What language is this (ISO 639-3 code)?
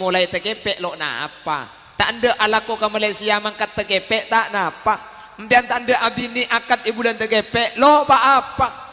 mad